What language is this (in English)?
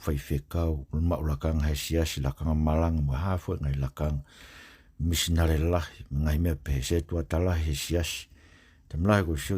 Tongan